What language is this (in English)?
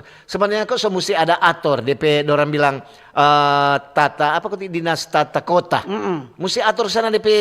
Manado Malay